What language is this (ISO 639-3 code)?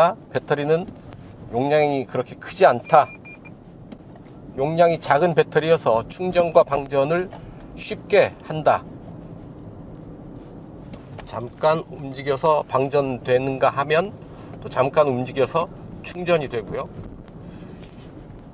kor